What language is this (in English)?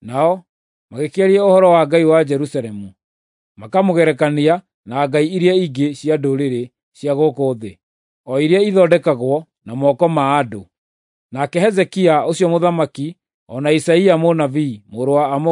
Kikuyu